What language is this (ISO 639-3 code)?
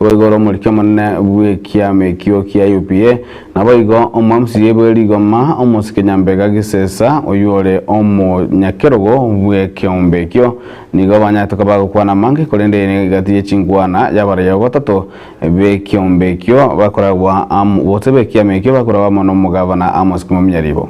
guz